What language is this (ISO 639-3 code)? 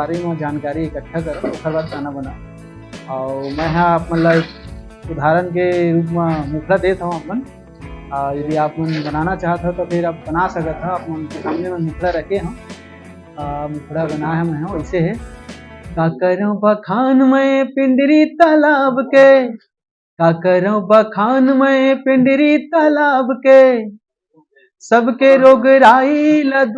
hne